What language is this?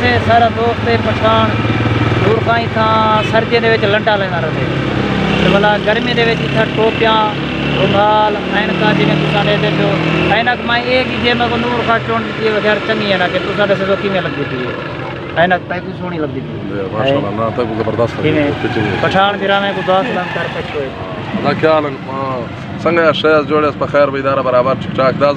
Saraiki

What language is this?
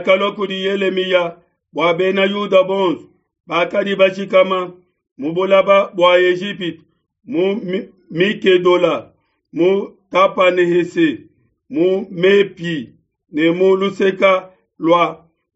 Luba-Lulua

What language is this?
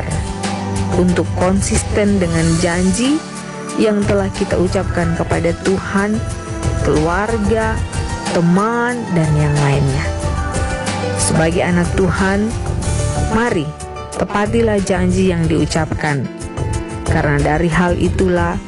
Indonesian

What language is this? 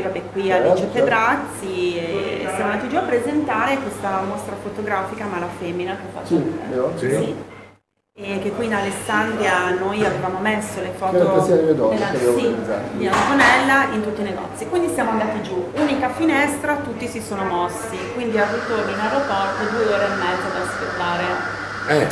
Italian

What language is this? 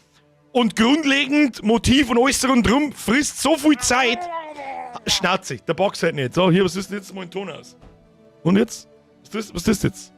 Bavarian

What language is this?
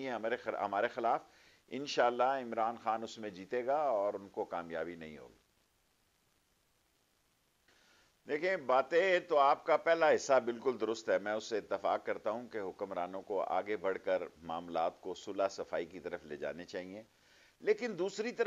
Urdu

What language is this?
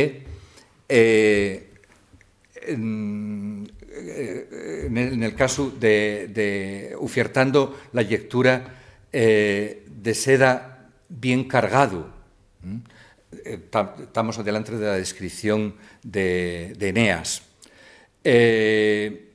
Asturian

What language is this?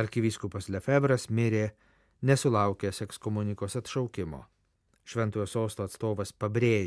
Lithuanian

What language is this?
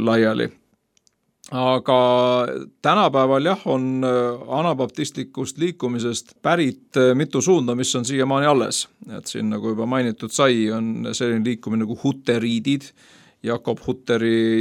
Estonian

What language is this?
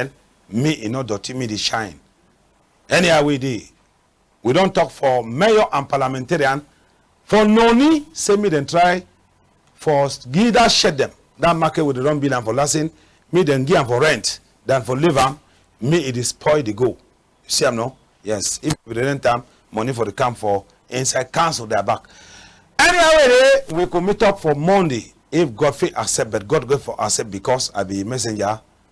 Cameroon Pidgin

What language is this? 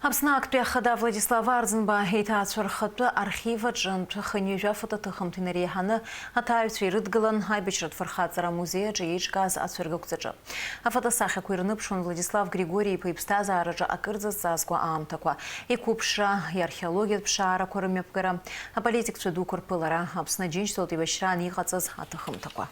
Abkhazian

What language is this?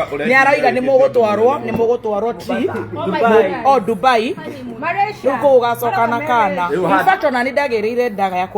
Kikuyu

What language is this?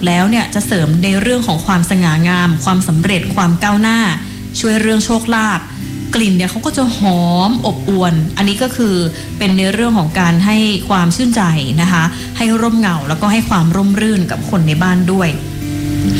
Thai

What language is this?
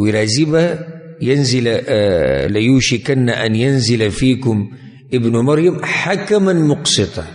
Pashto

